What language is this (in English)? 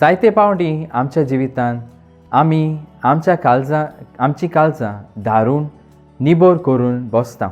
Konkani